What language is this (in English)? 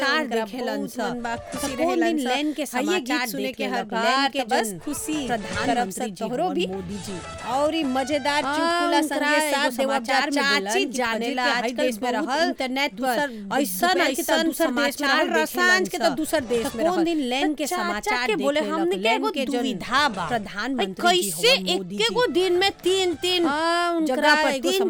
Bhojpuri